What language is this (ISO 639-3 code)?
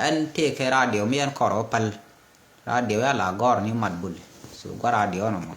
nus